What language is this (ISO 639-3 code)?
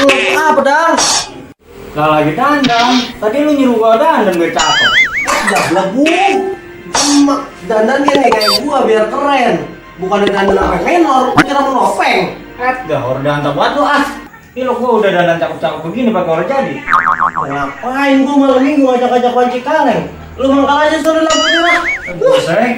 bew